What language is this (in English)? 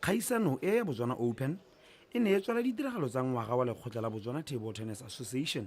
Tswana